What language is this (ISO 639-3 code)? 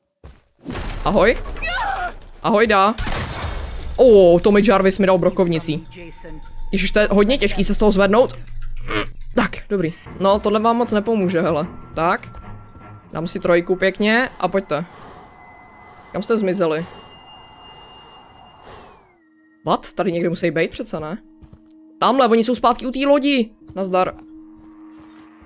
ces